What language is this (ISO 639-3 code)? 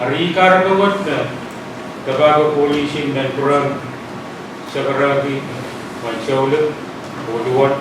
pon